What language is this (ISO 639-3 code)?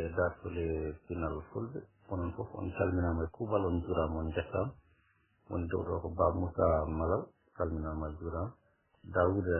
ful